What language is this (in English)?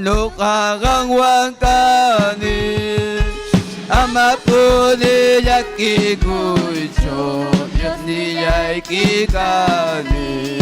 Ayacucho Quechua